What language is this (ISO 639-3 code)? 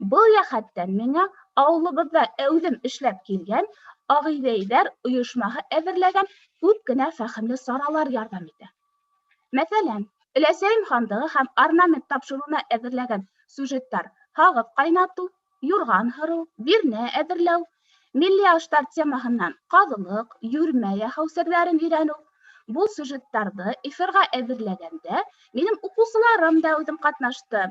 bak